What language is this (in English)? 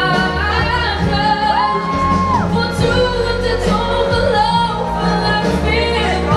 Dutch